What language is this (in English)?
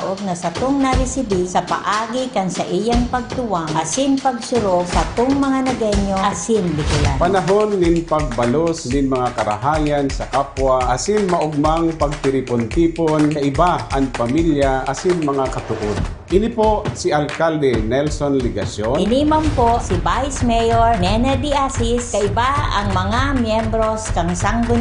Bikol